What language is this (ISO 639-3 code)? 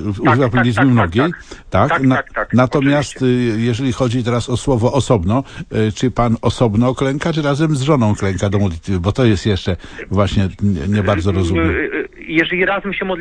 pol